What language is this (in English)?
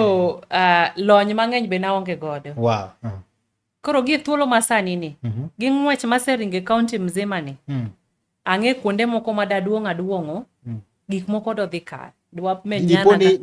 Luo (Kenya and Tanzania)